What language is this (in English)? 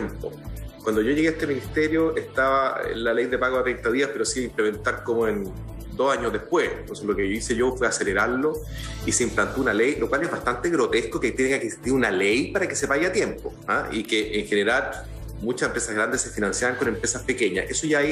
Spanish